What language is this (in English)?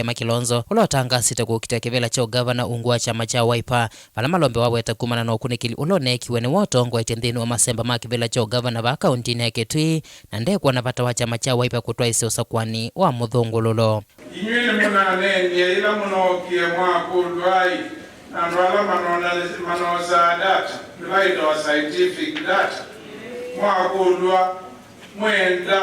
Kamba